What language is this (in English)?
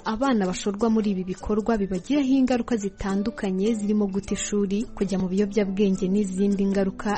Kinyarwanda